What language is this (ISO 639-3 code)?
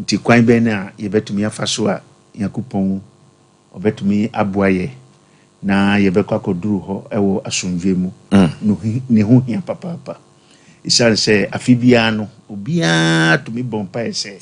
aka